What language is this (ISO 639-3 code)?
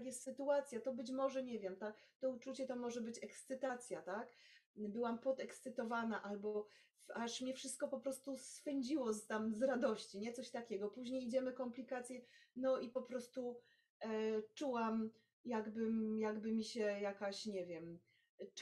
pol